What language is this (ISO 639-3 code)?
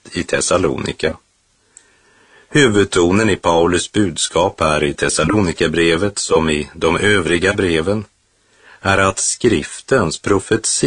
swe